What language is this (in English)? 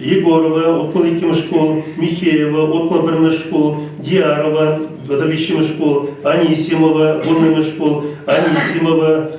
Chuvash